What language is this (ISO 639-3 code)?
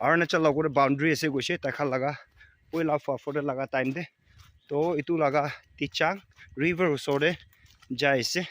nag